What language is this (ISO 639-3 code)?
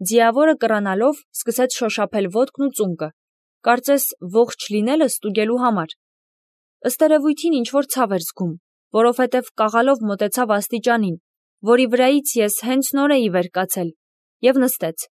hye